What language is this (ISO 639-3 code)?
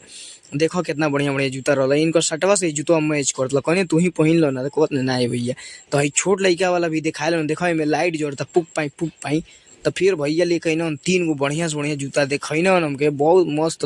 bho